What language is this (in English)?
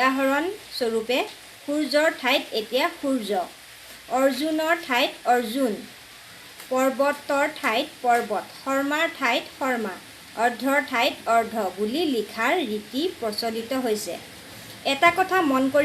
Assamese